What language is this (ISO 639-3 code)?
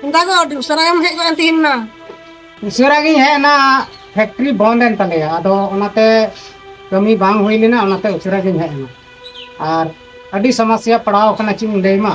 sat